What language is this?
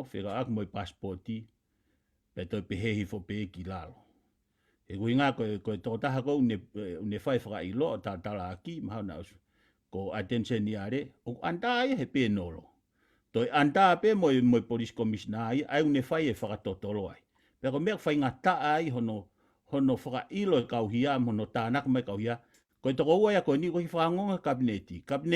Tongan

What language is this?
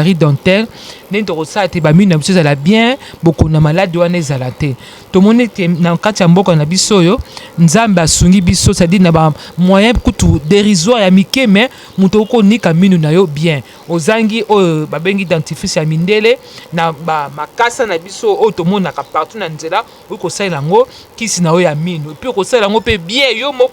Lingala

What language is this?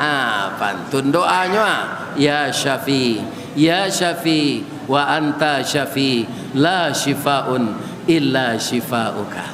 Minangkabau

